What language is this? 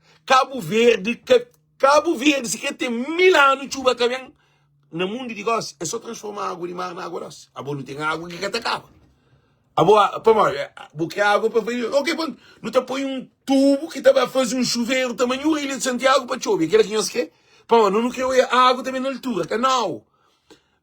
Kabuverdianu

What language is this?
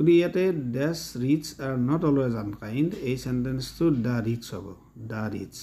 Assamese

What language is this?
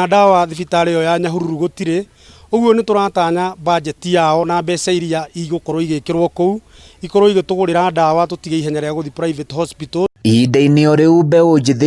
Kikuyu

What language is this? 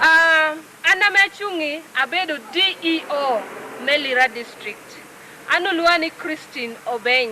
Lango (Uganda)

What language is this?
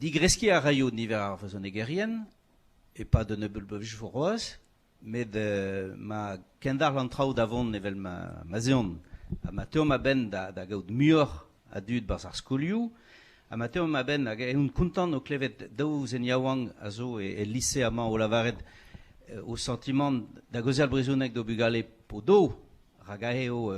Breton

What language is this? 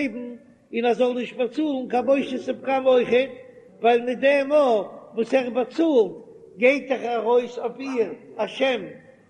Yiddish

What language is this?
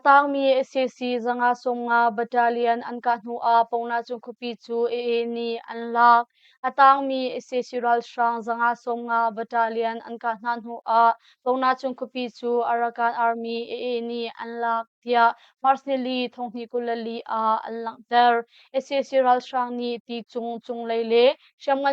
Hakha Chin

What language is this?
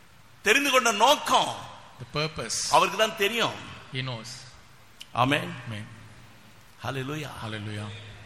Tamil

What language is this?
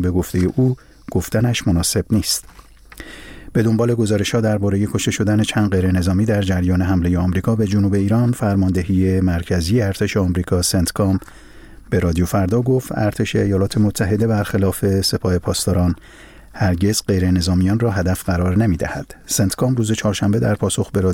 Persian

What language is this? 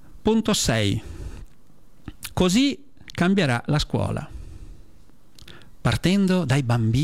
Italian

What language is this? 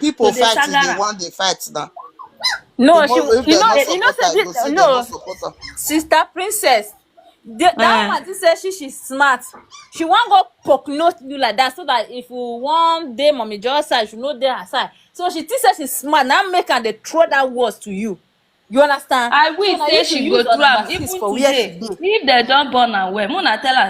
Nigerian Pidgin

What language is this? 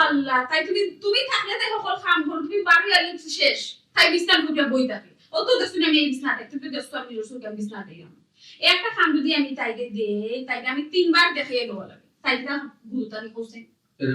Sylheti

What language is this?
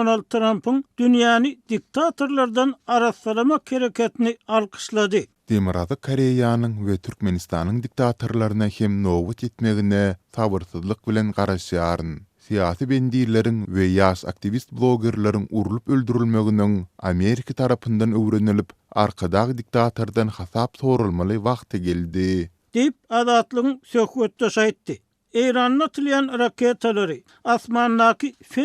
Turkmen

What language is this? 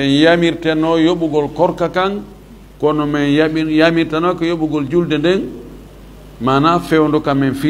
Fula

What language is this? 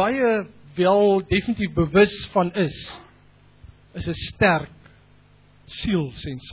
Afrikaans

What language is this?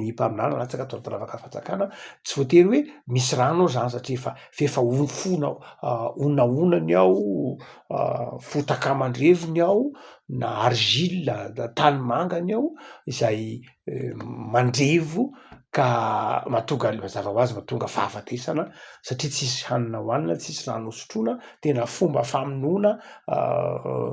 Malagasy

